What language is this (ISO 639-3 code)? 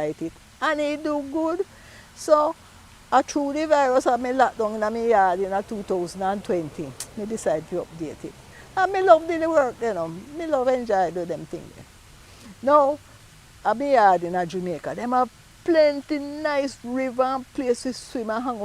jam